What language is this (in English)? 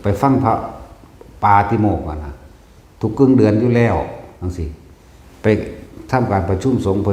Northeastern Thai